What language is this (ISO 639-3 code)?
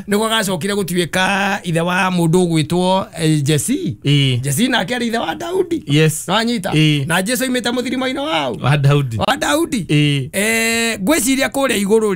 kik